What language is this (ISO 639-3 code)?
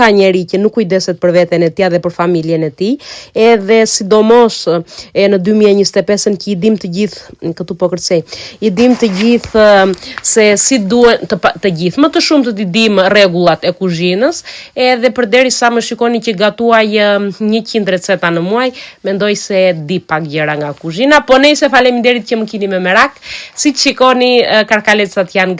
sqi